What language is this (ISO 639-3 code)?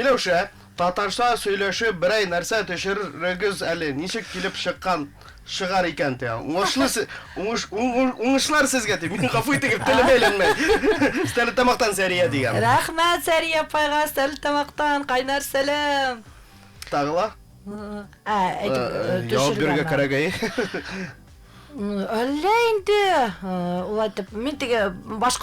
bak